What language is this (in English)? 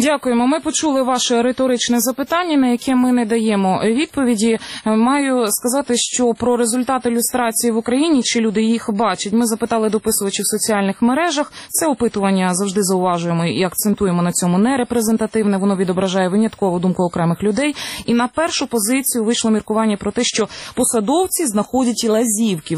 Ukrainian